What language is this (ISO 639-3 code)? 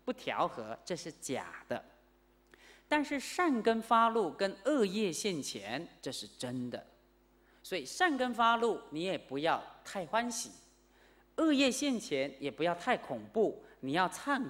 zho